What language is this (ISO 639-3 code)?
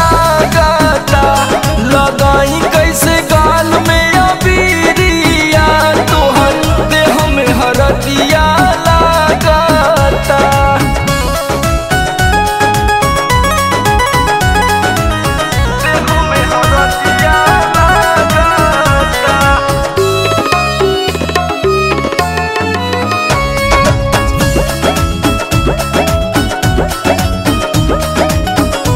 bho